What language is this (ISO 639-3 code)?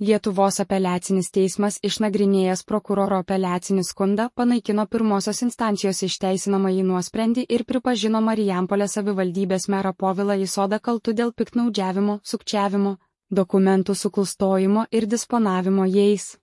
lit